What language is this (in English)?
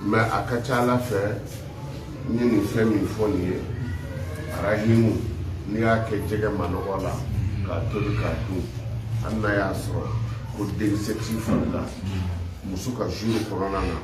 Bambara